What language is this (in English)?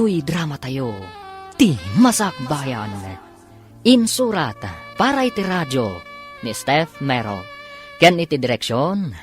Iloko